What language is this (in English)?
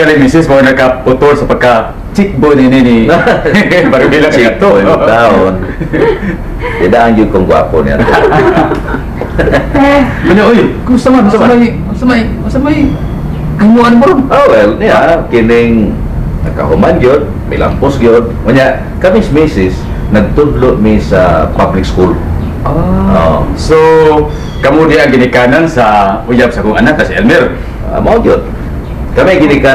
Cebuano